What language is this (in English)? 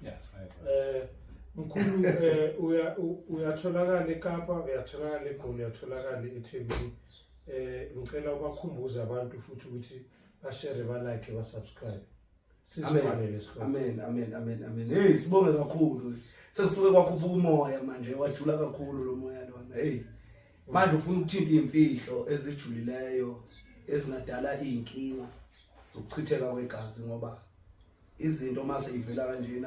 Zulu